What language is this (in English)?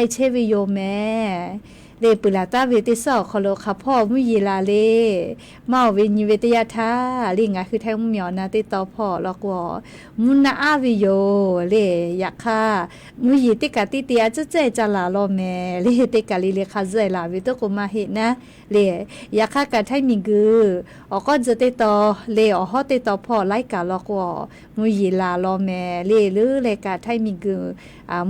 Lahu